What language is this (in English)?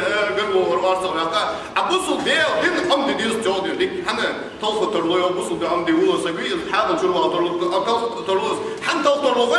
Ingush